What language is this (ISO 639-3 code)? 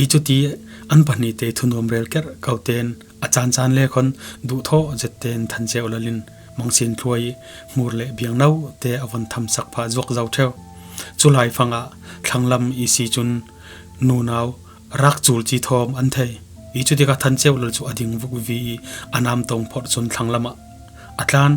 cfm